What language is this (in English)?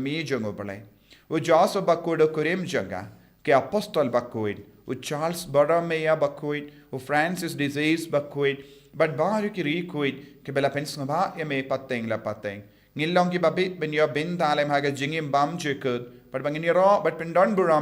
Khasi